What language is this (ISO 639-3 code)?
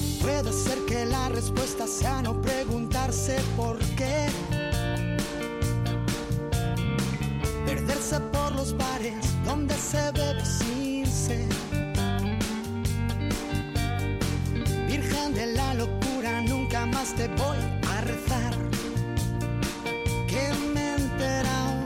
spa